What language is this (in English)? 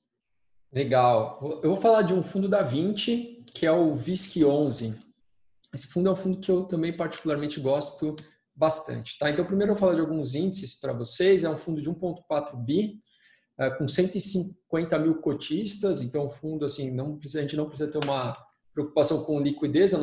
Portuguese